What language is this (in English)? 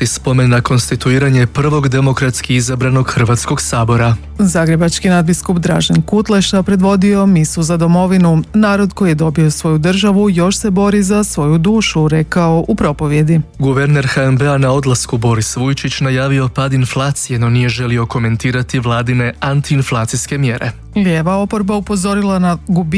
Croatian